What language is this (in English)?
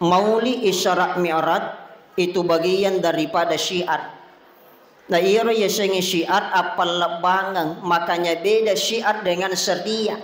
Buginese